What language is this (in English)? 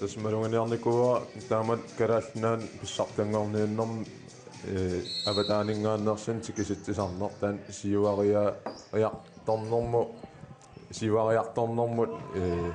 Kalaallisut